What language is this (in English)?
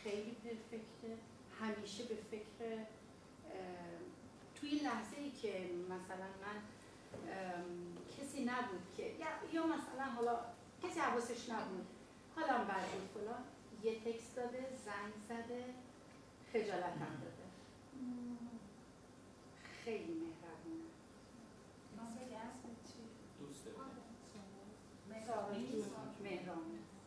Persian